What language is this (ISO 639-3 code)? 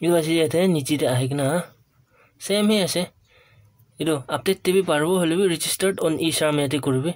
nag